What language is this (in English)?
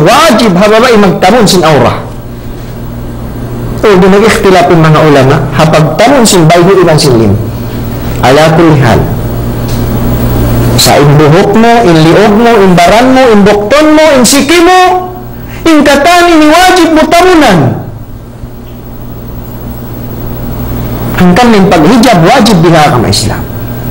Tausug